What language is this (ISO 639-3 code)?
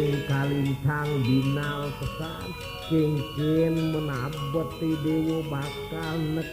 ban